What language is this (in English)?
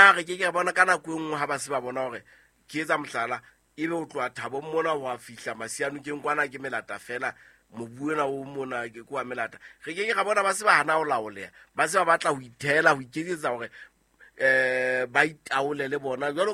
Southern Sotho